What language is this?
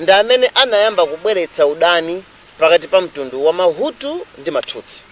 Nyanja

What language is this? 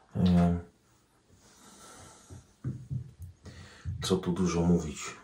Polish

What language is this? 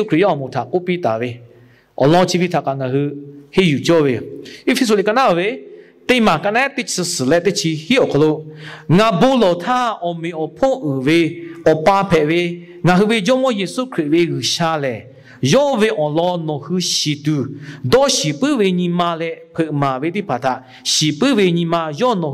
Lahu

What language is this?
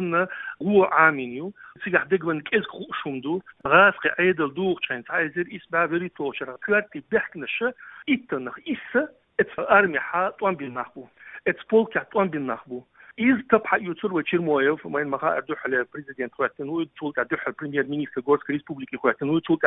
Chechen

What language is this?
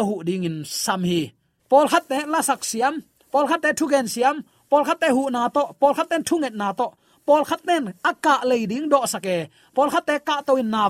Tedim Chin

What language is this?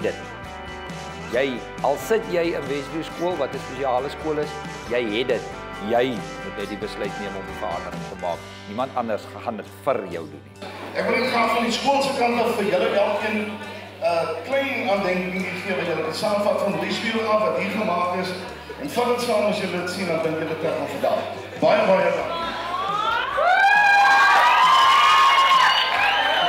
Afrikaans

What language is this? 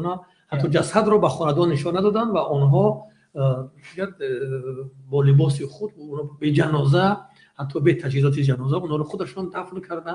Tajik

